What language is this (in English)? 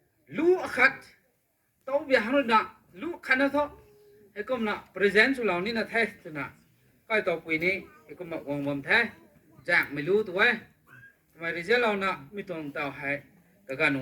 Rongmei Naga